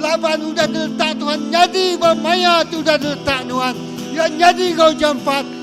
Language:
Iban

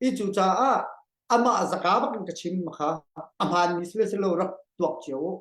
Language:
Hakha Chin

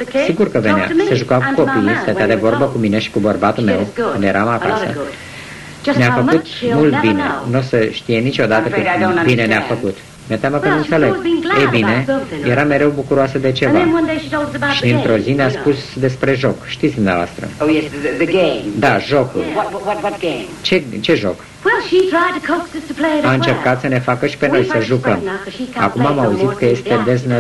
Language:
Romanian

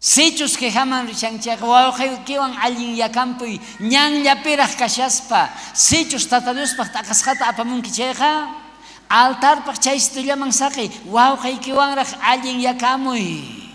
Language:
South Bolivian Quechua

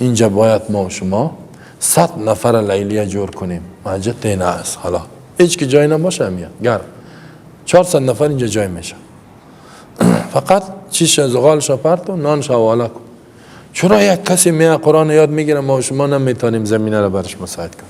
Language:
Persian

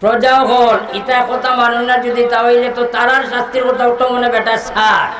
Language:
Sylheti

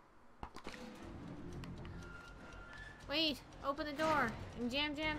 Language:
English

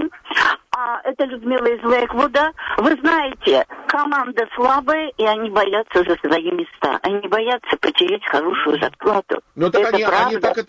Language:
Russian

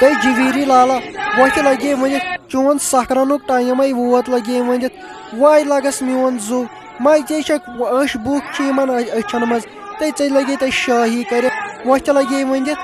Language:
Kashmiri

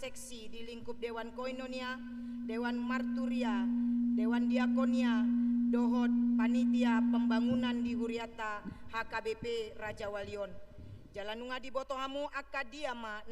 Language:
Batak Toba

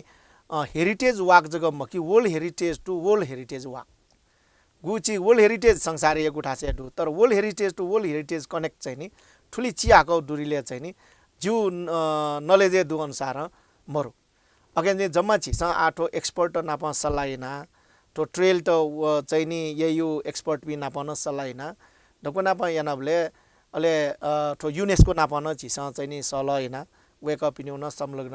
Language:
Newari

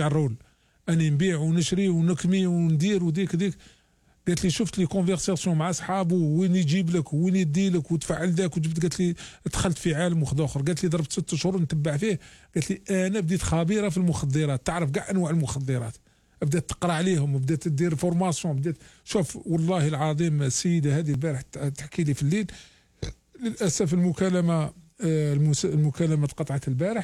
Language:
Algerian Arabic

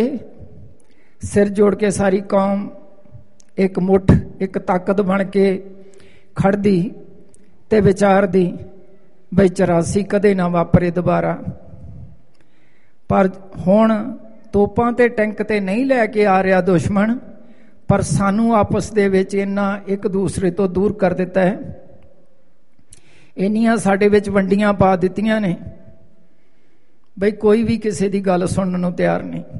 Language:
Punjabi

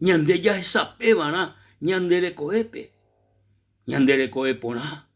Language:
Guarani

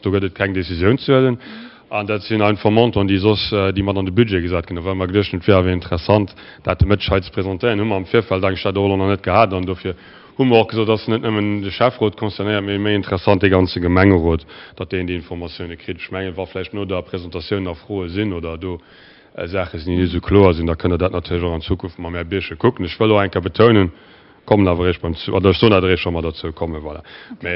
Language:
Luxembourgish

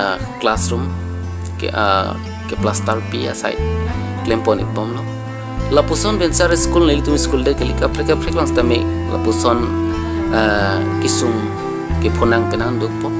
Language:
Karbi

